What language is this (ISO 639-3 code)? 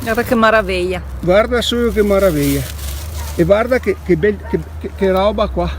vec